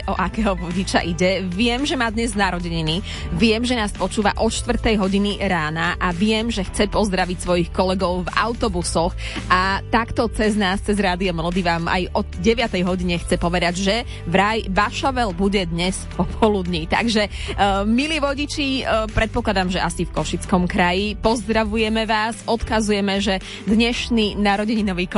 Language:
Slovak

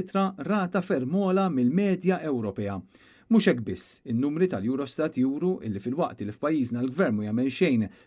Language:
Maltese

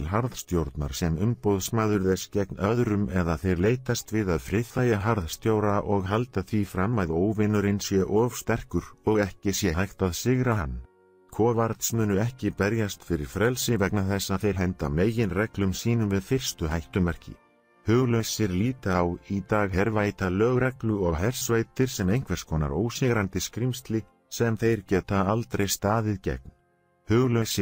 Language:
Icelandic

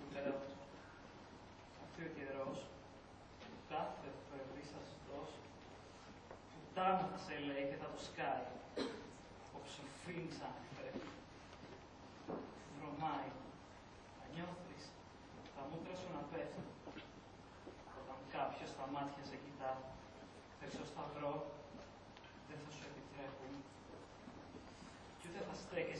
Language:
Greek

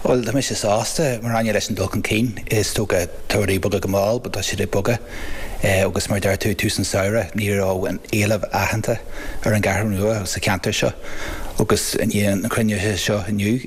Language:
Irish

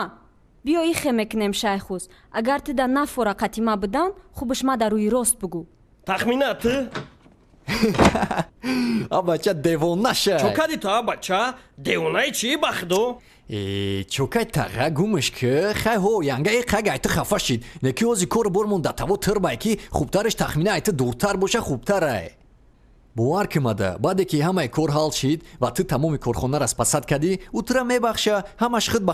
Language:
Tajik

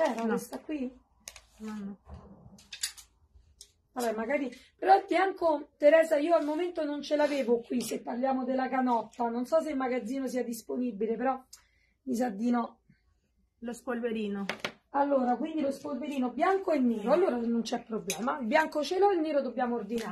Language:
Italian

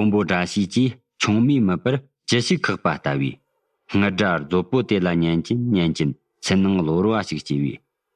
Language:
Tibetan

